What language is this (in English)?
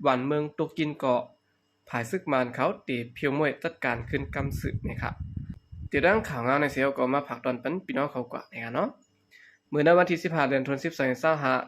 Shan